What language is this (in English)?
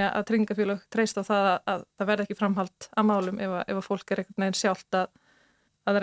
Icelandic